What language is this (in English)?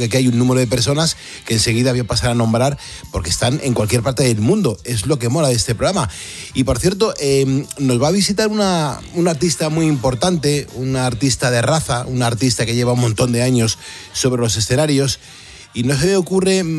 Spanish